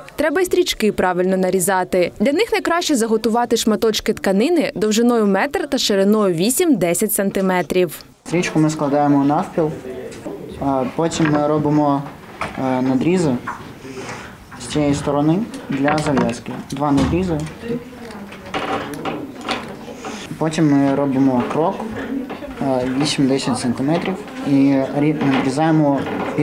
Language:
Ukrainian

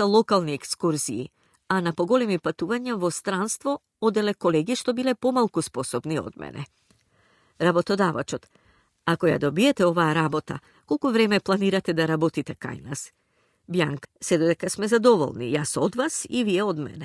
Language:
Macedonian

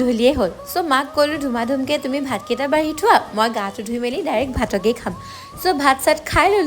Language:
Assamese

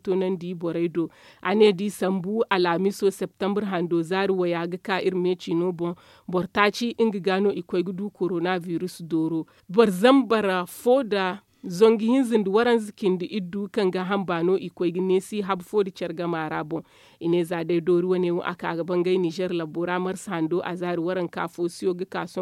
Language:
Zarma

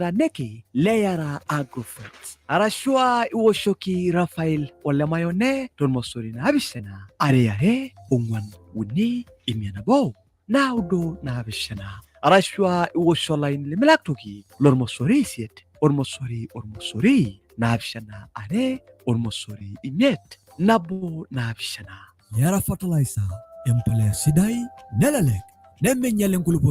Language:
Masai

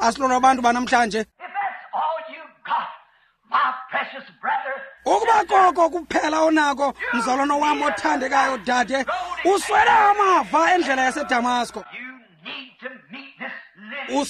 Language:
Xhosa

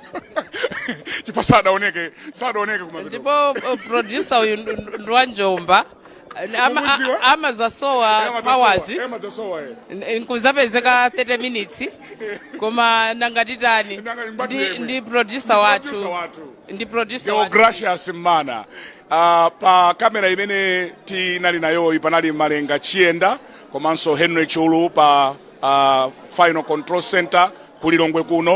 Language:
Nyanja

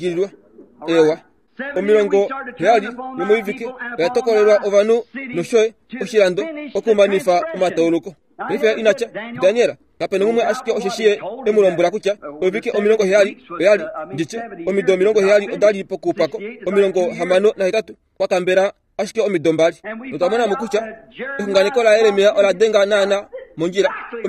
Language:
Kuanyama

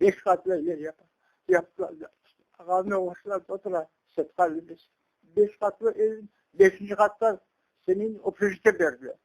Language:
Crimean Tatar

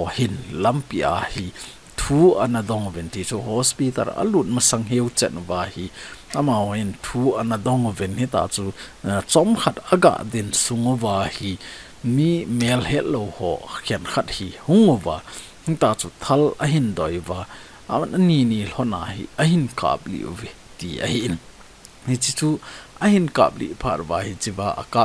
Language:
Thado Chin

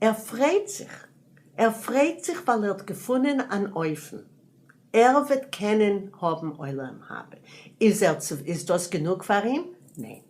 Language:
Yiddish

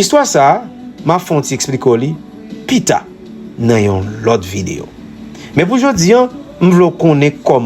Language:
Haitian Creole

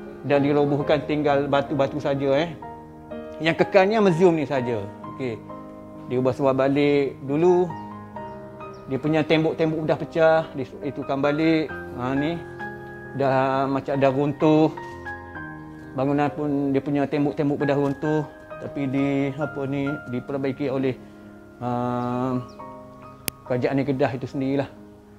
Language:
Malay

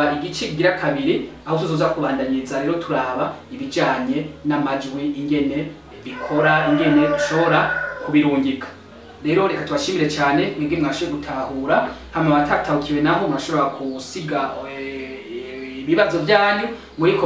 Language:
Rundi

